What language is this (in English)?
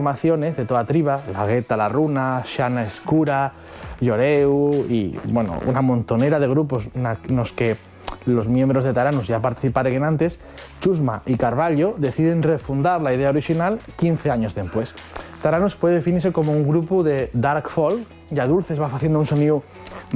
Asturian